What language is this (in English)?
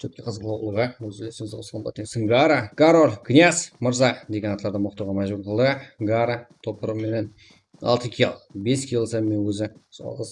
Kara-Kalpak